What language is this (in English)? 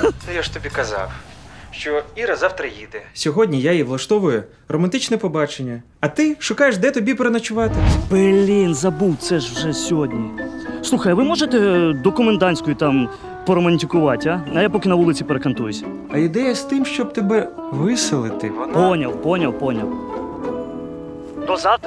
Ukrainian